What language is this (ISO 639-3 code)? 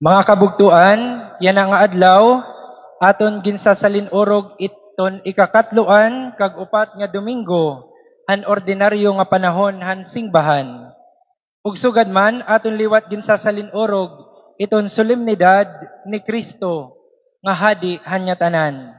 war